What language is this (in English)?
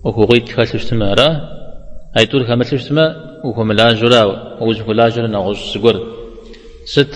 Kabardian